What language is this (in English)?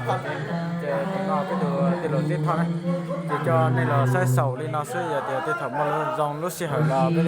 Hmong